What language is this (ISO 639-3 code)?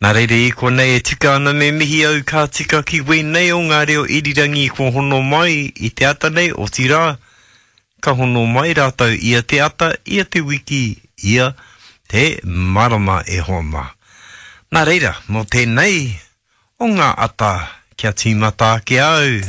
mri